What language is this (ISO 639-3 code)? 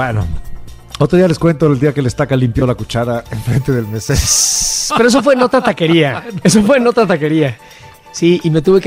spa